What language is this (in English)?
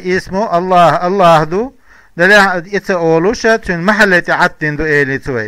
Chechen